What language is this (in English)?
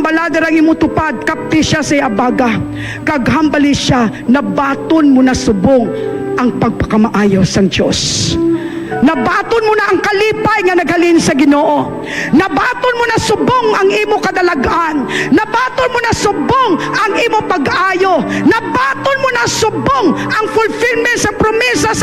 Hiligaynon